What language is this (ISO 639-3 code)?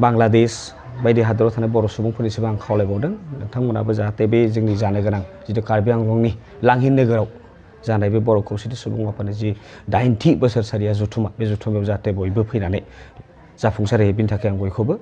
brx